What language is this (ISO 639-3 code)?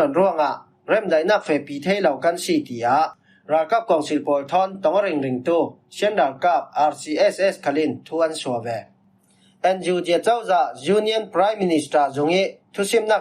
cfm